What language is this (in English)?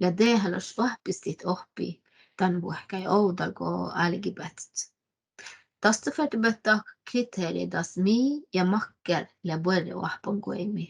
Northern Sami